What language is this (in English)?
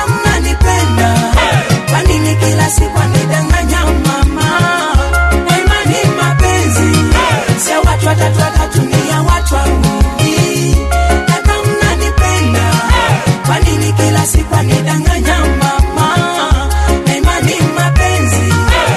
Swahili